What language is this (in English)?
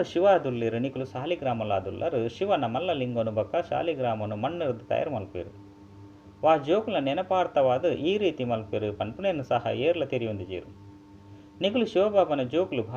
Tulu